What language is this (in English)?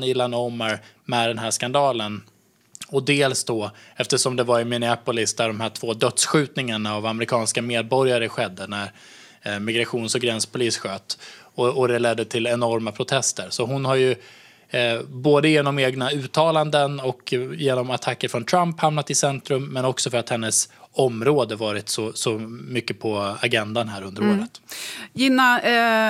Swedish